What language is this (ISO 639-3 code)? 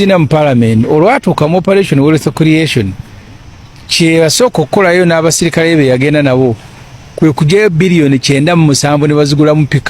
lug